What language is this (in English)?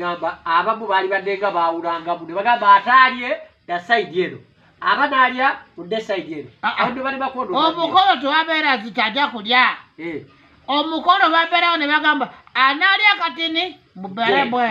Ganda